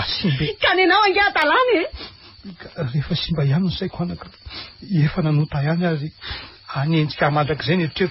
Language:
Malagasy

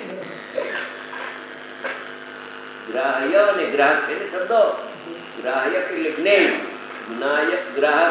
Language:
Gujarati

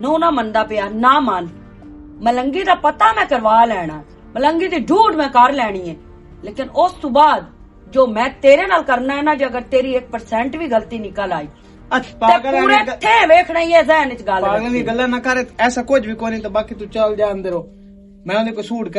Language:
Western Panjabi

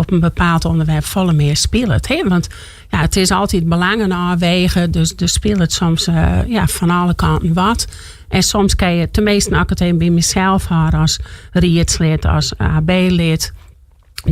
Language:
Western Frisian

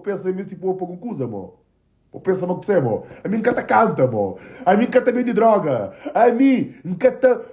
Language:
Kabuverdianu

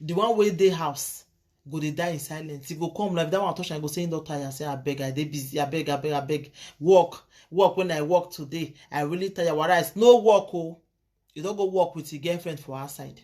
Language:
Nigerian Pidgin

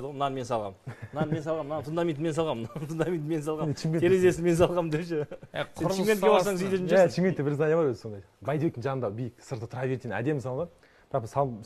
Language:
Kazakh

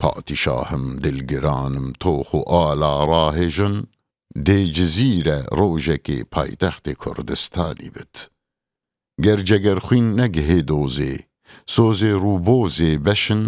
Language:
Kurdish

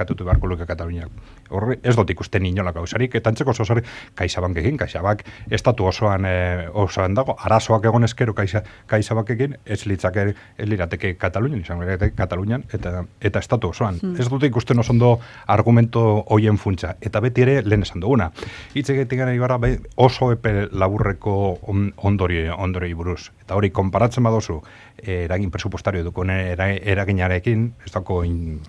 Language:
Basque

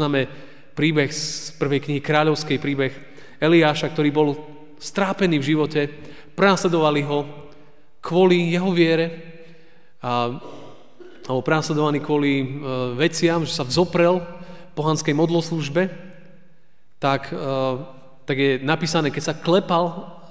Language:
Slovak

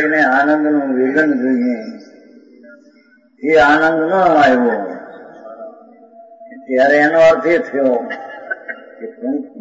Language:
Gujarati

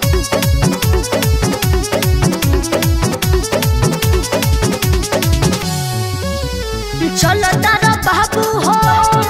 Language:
Bhojpuri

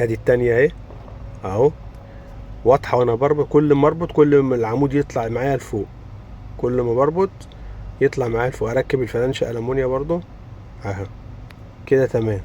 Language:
Egyptian Arabic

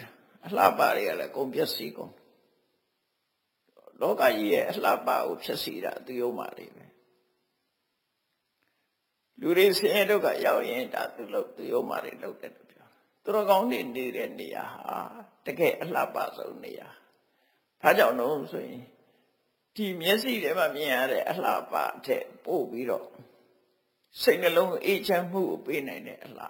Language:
Burmese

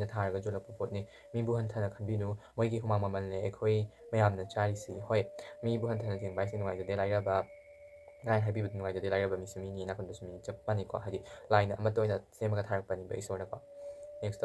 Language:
Manipuri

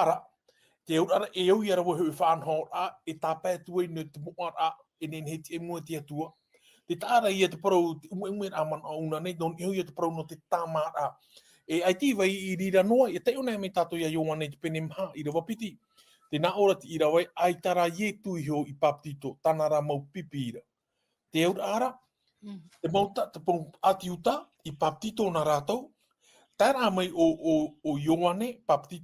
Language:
Tahitian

